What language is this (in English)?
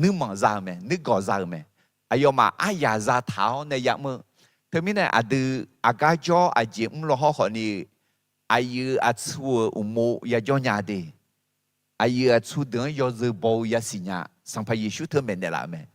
Akha